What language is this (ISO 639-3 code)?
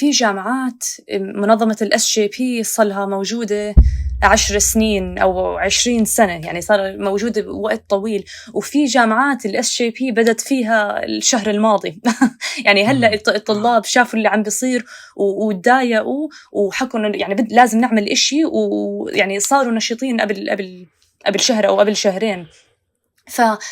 apc